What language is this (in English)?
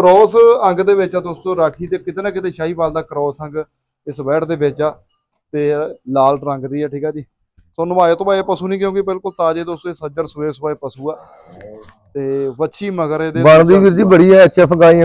Punjabi